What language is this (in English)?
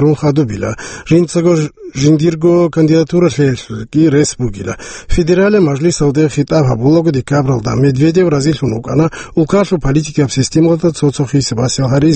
Avaric